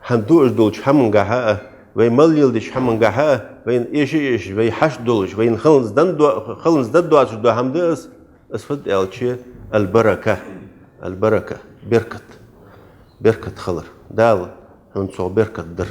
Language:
Ingush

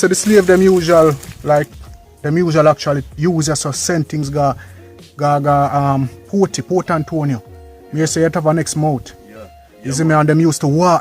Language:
Jamaican Creole English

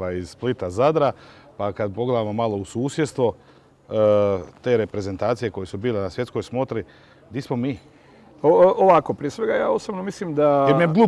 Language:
Croatian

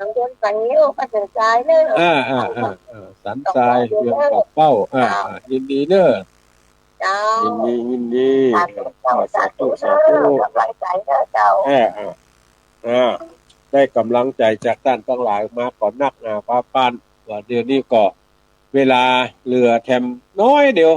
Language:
Northern Thai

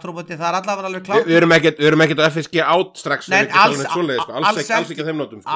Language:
Icelandic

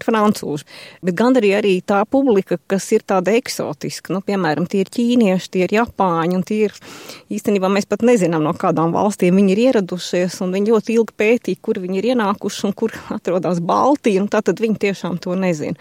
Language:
Latvian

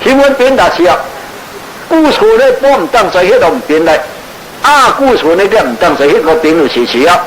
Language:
Shan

